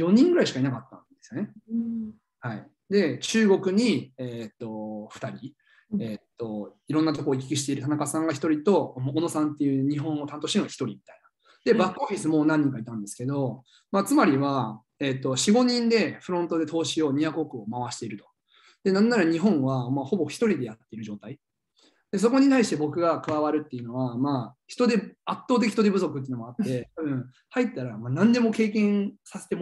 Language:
Japanese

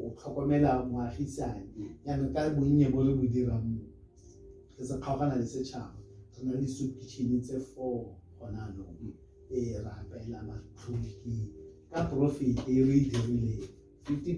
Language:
Tswana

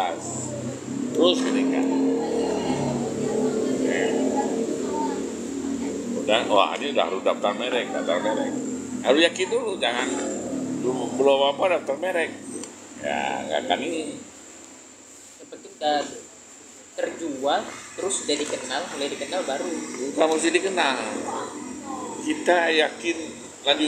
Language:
Indonesian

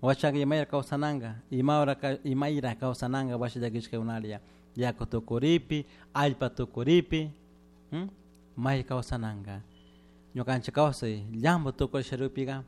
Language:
Chimborazo Highland Quichua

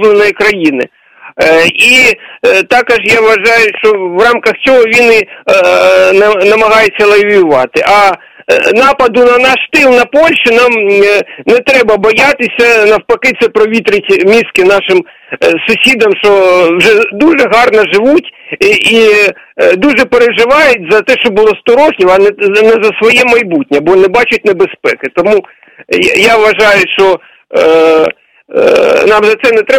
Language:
Ukrainian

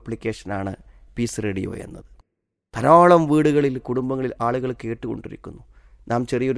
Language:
Malayalam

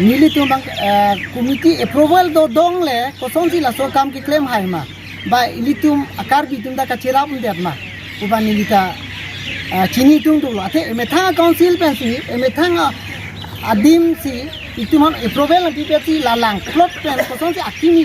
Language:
Karbi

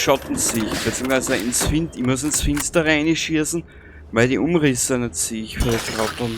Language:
Bavarian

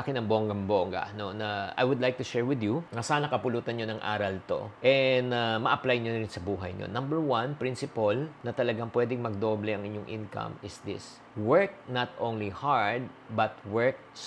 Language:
Filipino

